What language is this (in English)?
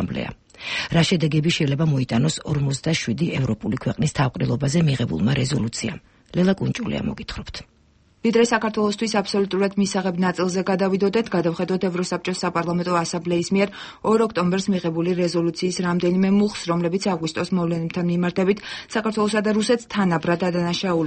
Georgian